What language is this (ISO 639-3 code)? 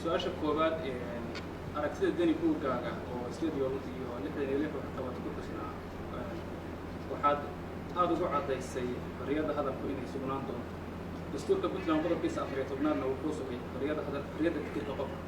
som